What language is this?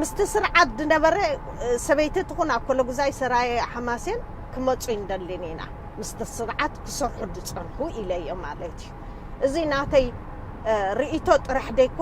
Tigrinya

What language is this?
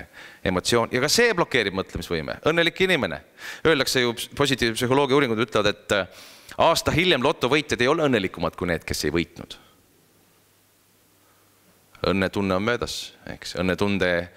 Estonian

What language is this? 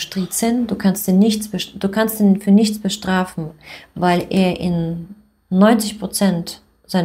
German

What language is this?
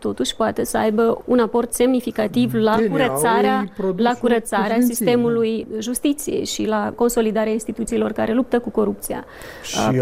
Romanian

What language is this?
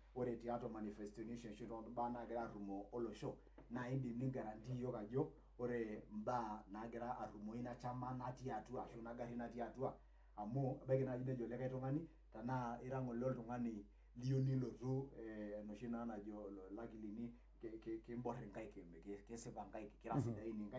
Masai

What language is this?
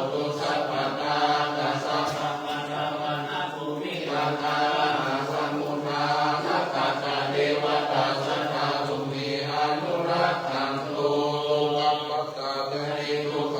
Pali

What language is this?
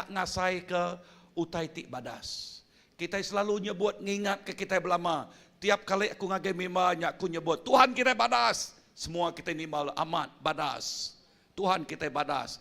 Iban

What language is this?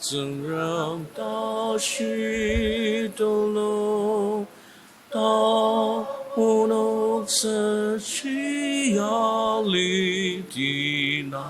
Ao Naga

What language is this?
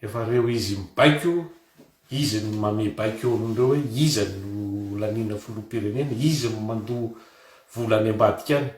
Malagasy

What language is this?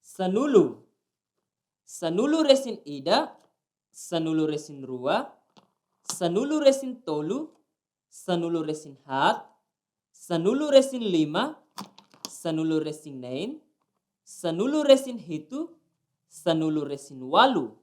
Tetum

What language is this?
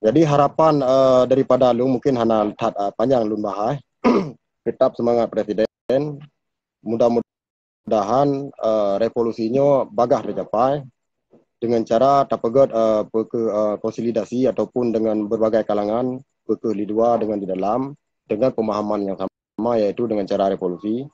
Achinese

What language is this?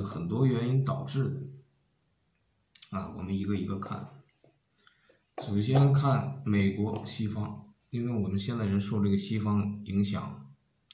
Chinese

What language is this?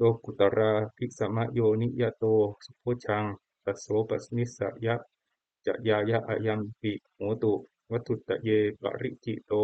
Pali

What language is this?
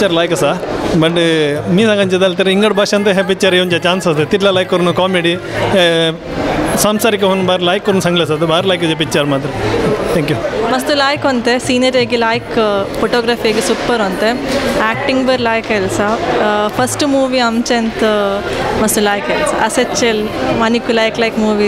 Konkani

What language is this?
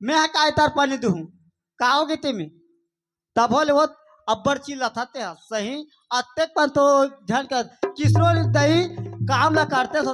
Chhattisgarhi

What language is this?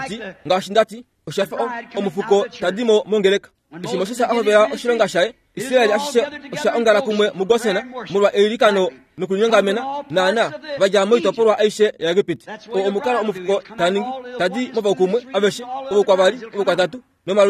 Kuanyama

